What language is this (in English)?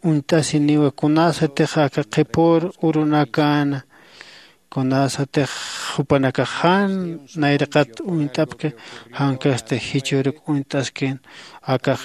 Aymara